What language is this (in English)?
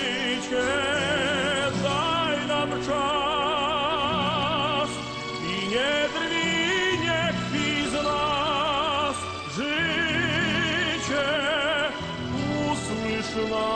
Polish